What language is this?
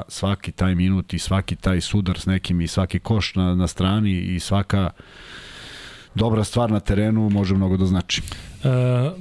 Serbian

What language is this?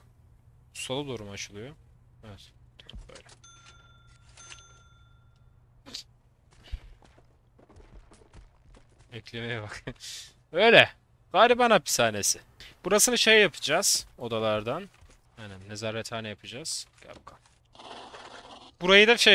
Turkish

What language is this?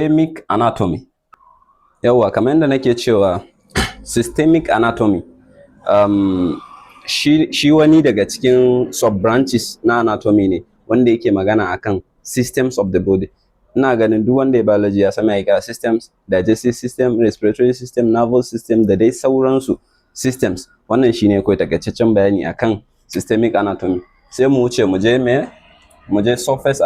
Hausa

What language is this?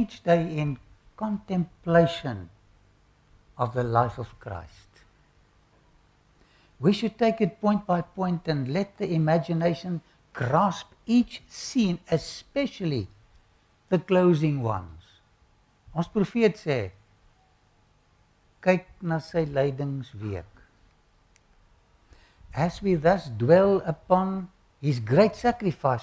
Afrikaans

